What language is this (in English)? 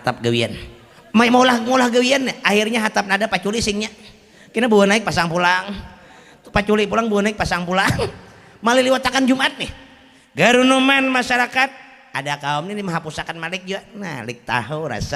Banjar